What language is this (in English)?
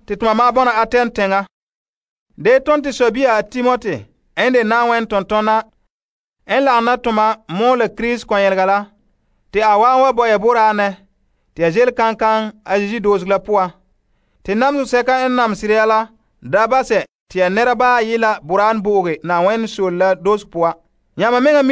Frafra